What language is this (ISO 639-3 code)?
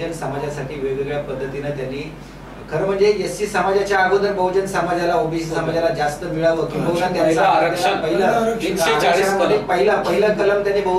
mar